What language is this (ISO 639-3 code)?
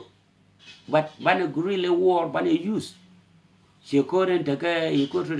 nus